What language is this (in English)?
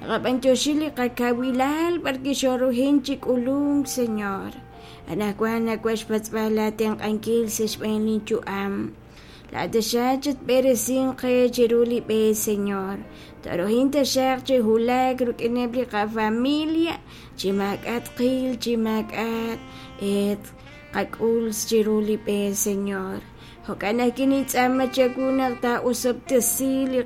Kekchí